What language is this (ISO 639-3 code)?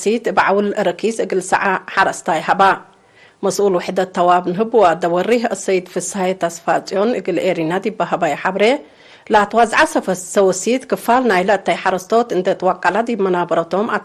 tig